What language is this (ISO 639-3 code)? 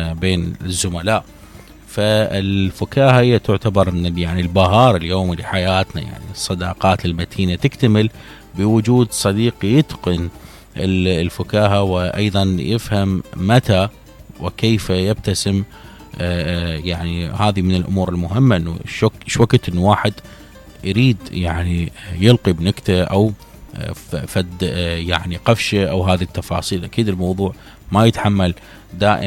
acm